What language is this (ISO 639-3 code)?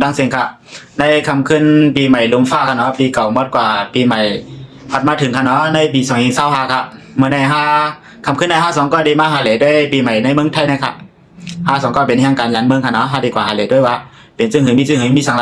shn